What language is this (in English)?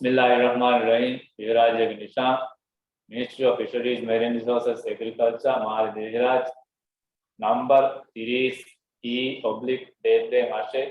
Divehi